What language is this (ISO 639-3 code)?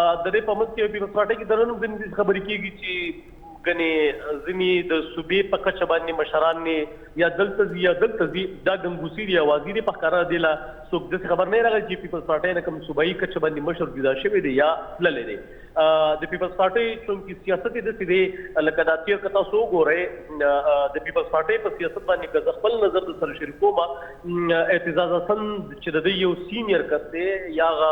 pus